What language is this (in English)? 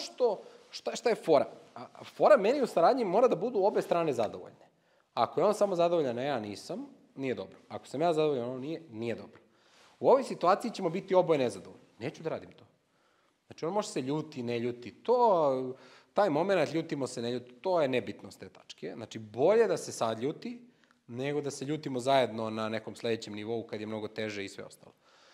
Serbian